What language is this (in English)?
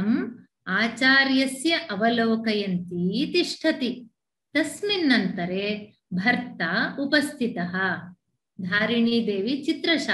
Sanskrit